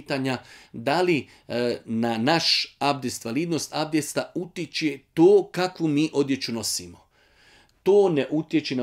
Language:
Bosnian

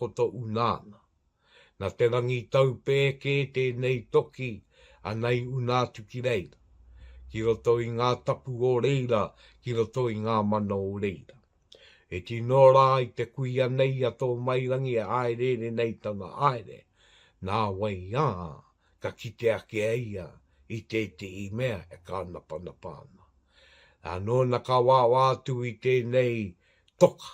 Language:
Māori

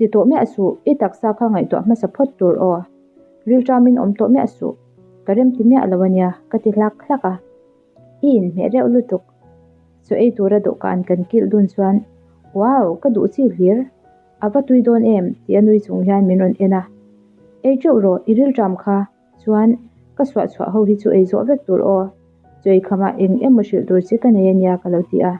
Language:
Mizo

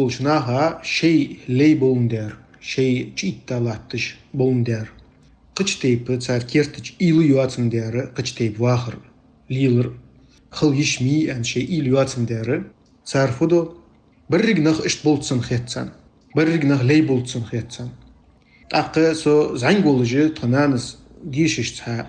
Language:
Ingush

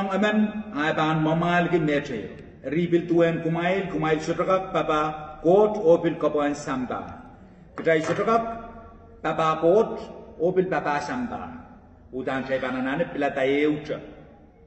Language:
Pohnpeian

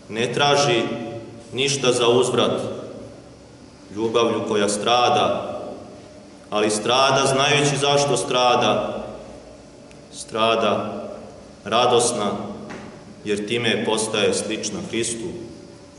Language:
Serbian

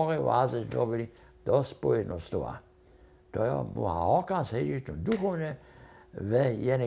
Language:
Upper Sorbian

